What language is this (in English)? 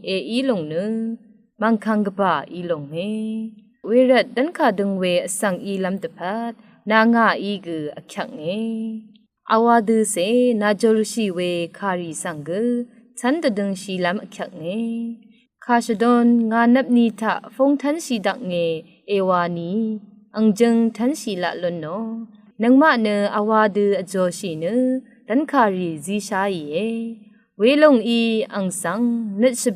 Rawang